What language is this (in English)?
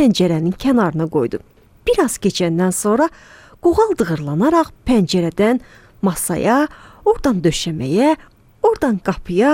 Azerbaijani